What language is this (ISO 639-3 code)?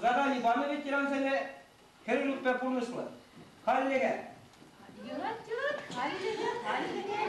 chv